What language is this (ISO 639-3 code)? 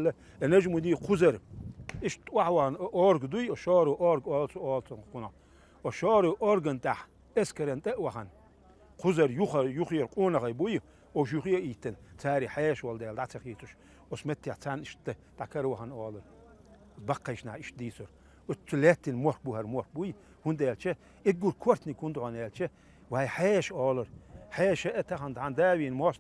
che